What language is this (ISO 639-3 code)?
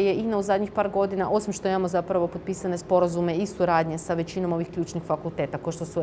hrv